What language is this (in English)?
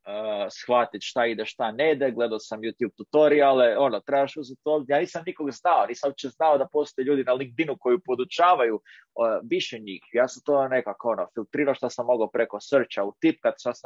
Croatian